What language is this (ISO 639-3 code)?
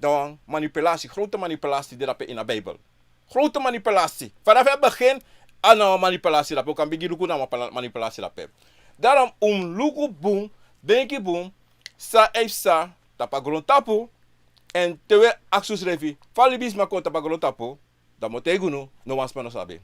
srn